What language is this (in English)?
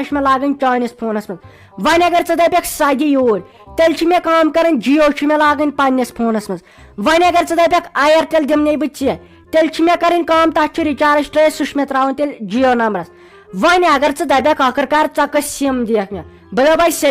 Kashmiri